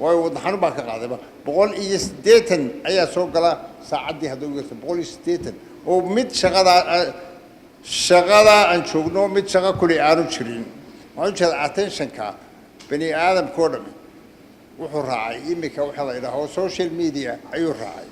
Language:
Somali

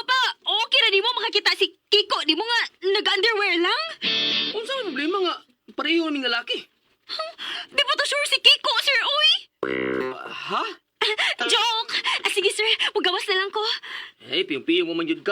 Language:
Cebuano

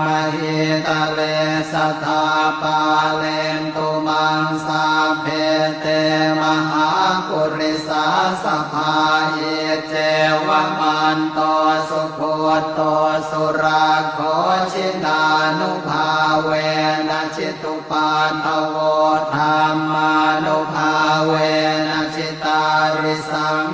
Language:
Pali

